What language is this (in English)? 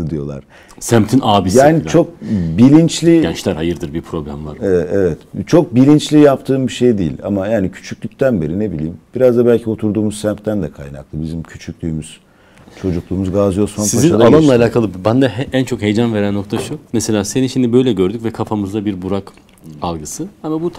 Turkish